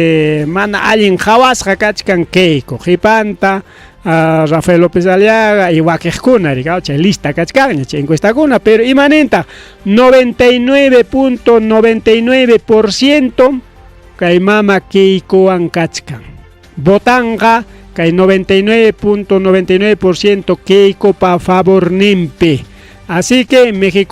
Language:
Ayacucho Quechua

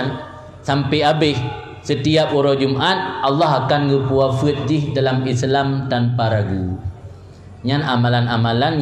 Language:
Achinese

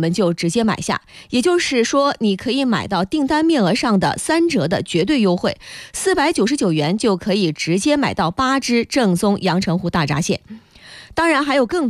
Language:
Chinese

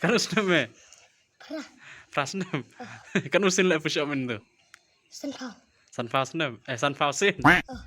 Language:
Khasi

